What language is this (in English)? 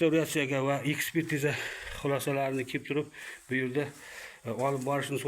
Uzbek